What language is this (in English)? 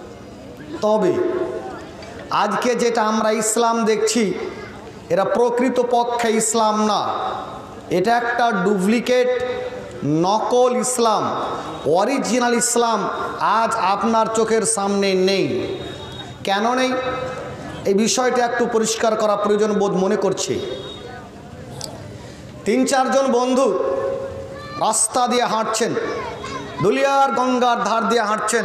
Bangla